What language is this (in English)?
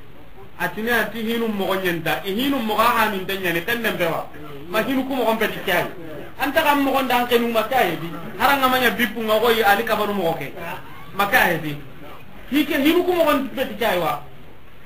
Soninke